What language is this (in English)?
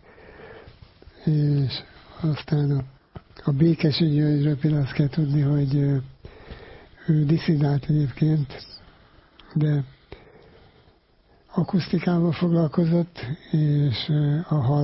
Hungarian